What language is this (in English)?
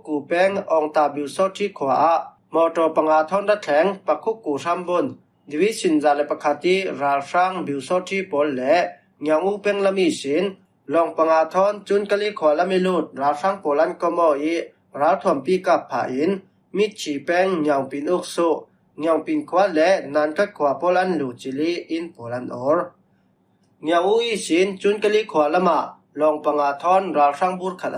Falam Chin